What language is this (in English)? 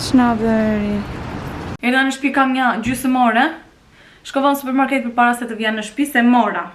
Albanian